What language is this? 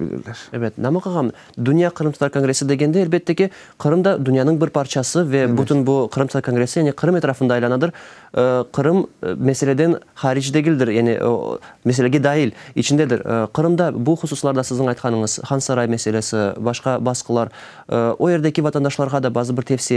Crimean Tatar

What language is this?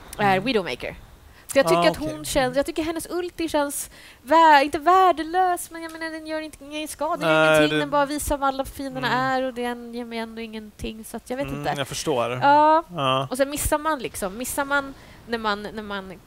Swedish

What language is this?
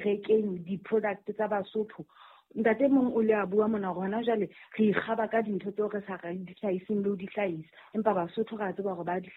Southern Sotho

